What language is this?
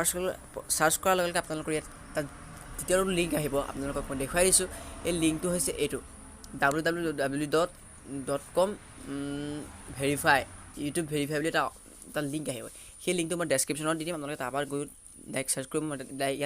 Assamese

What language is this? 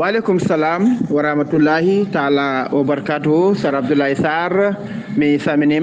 Fula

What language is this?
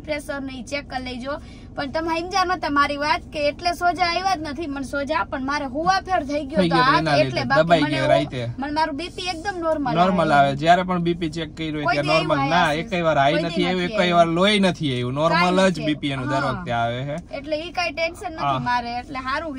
Gujarati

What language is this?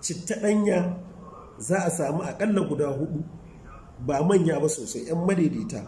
Hausa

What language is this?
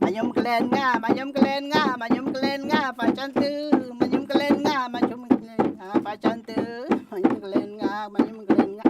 Mapuche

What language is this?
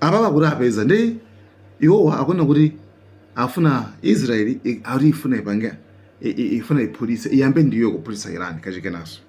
Nyanja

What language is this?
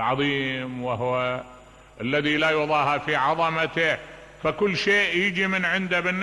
Mesopotamian Arabic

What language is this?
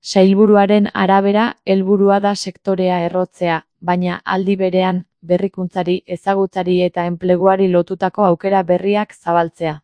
Basque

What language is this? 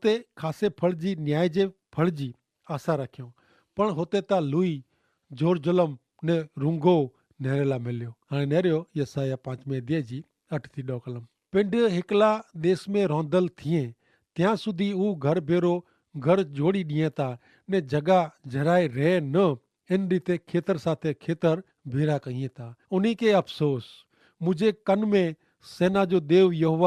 Kachhi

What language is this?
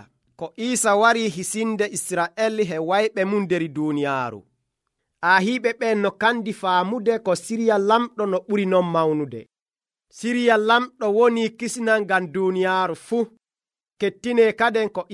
Nigerian Fulfulde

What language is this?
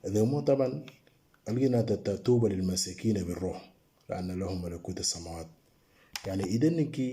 Moro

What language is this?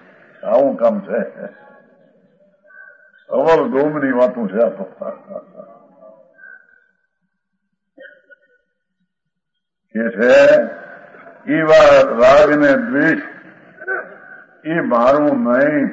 Gujarati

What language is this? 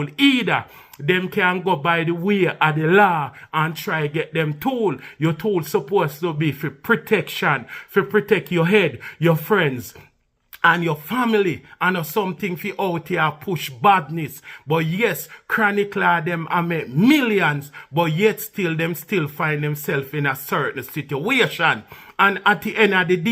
Jamaican Creole English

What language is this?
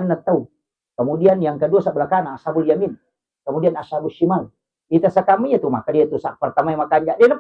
Buginese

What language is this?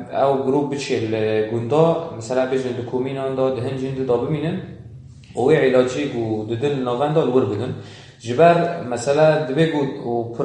Kurdish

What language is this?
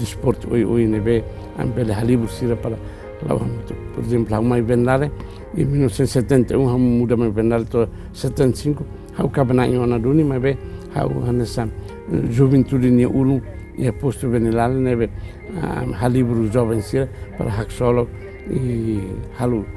Tetum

